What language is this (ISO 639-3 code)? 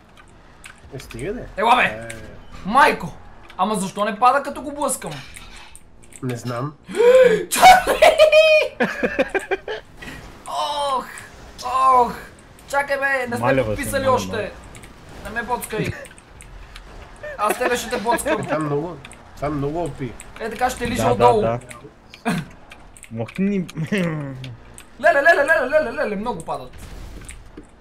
bul